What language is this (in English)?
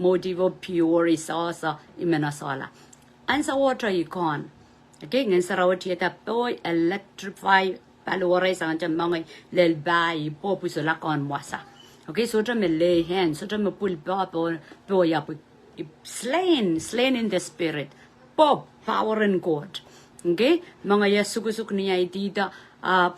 Pohnpeian